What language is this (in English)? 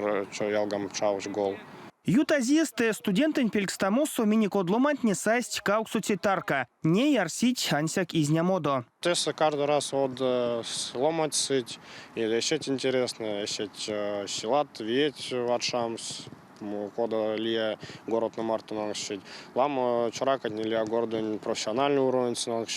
Erzya